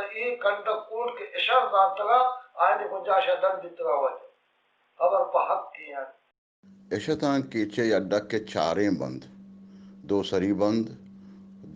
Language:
Baluchi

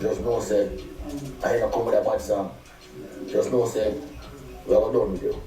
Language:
Jamaican Creole English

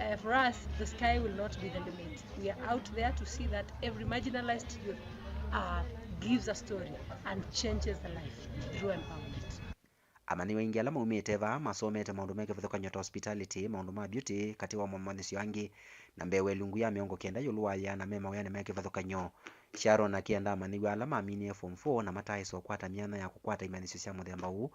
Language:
Kamba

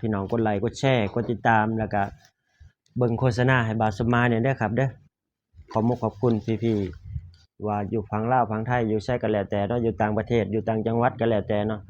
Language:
Lao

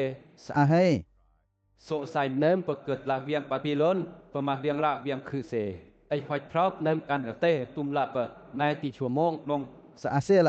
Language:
Western Lawa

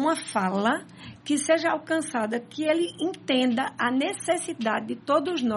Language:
Portuguese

